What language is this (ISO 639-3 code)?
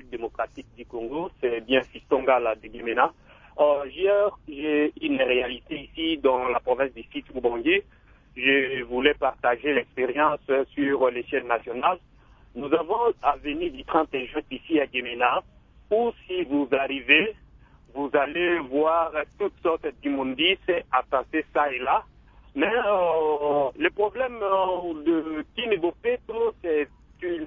fra